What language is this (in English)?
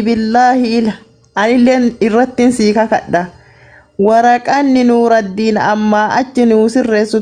Oromo